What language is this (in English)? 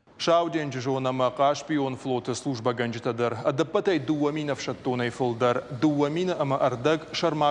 Ossetic